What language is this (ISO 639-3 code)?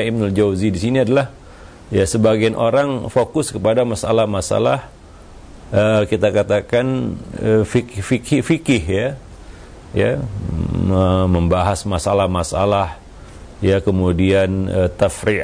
ind